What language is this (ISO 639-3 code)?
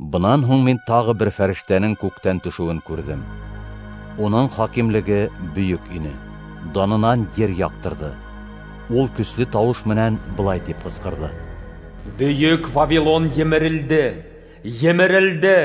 bak